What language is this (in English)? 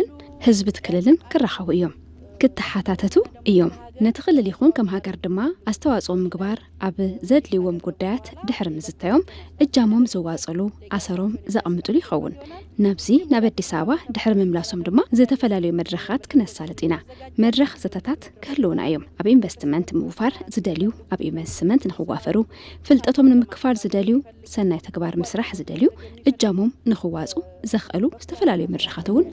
Tigrinya